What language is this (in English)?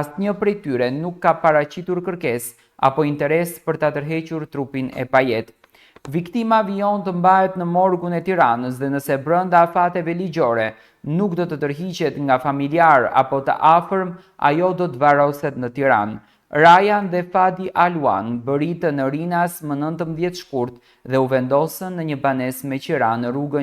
Albanian